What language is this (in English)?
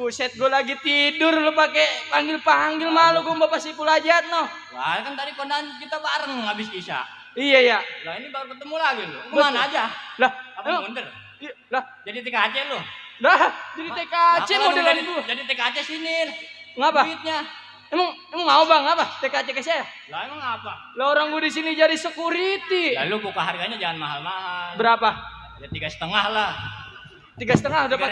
Betawi